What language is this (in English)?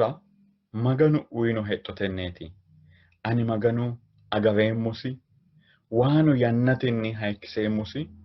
Sidamo